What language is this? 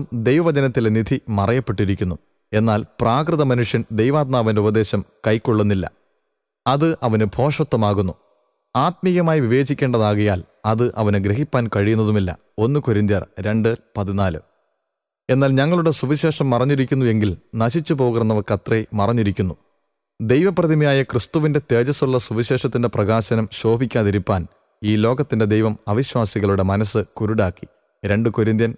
Malayalam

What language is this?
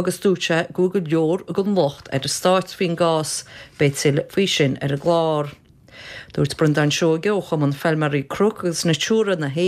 Irish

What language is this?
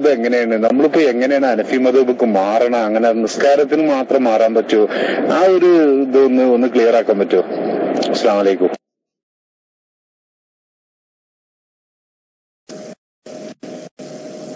Malayalam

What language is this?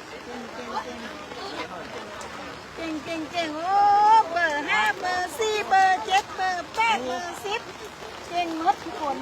Lao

